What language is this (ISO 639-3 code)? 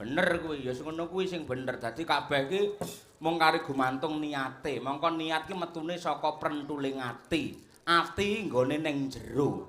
jav